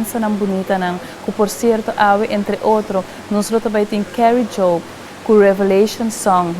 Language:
Papiamento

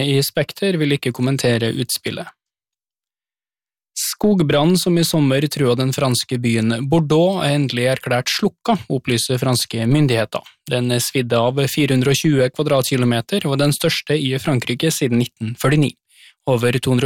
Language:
Norwegian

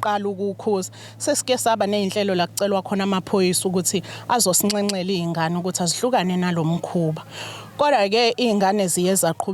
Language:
Zulu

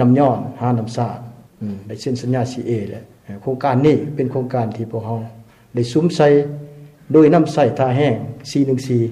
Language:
Lao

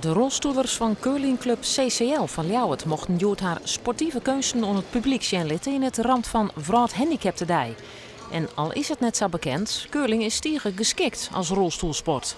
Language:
Western Frisian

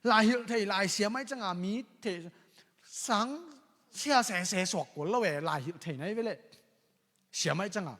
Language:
Tedim Chin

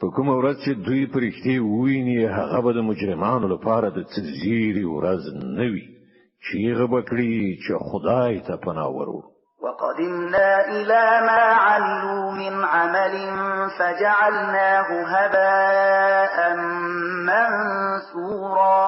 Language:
Pashto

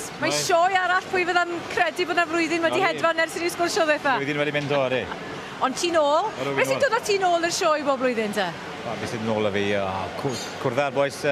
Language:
Welsh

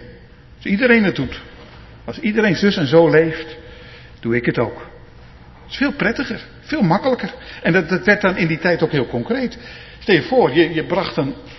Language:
Dutch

